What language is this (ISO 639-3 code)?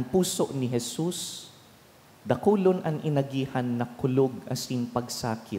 bik